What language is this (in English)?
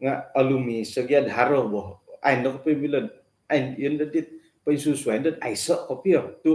Central Dusun